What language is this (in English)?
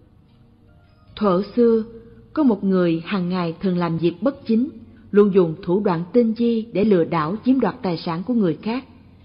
Vietnamese